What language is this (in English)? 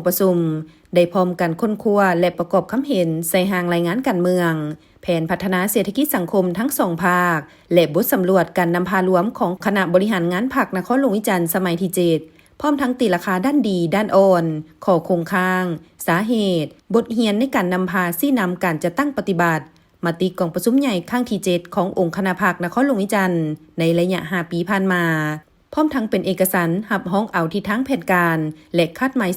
Lao